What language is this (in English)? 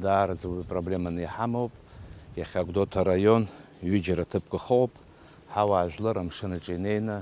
Abkhazian